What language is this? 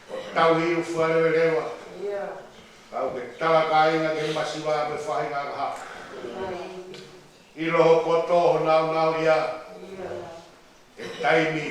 Tongan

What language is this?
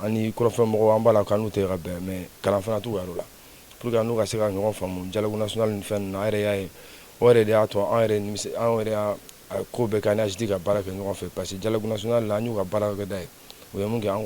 Bambara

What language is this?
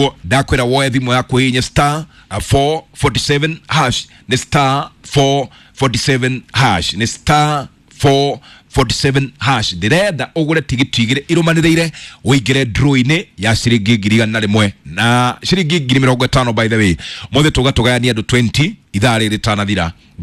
Kikuyu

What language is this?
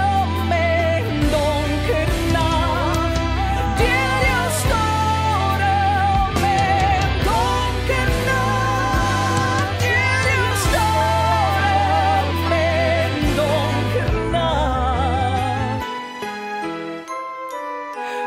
Afrikaans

